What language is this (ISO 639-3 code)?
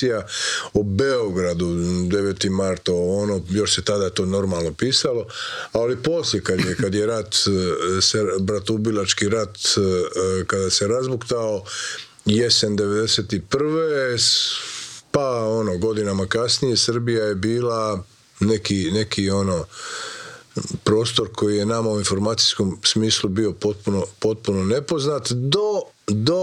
hrv